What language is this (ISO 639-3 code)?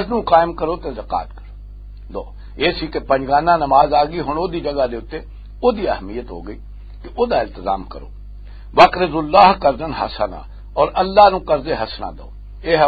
lah